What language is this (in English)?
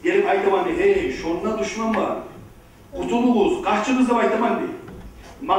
Kumyk